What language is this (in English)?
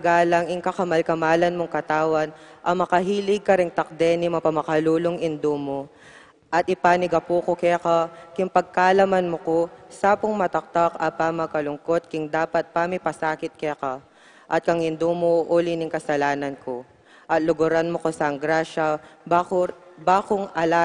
Pampanga